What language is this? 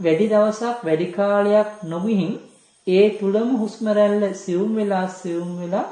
Sinhala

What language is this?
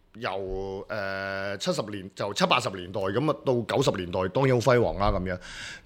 Cantonese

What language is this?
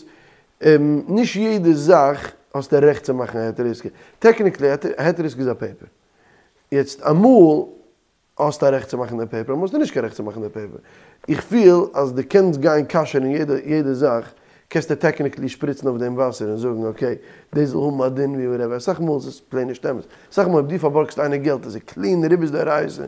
Yiddish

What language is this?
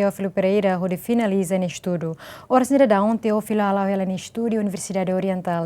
Tetum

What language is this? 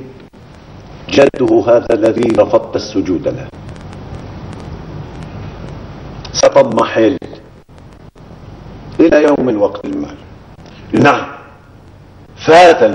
Arabic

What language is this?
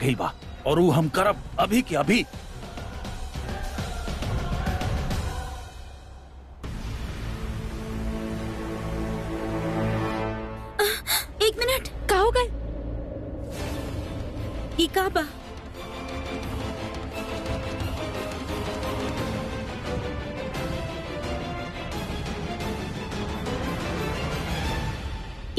Bhojpuri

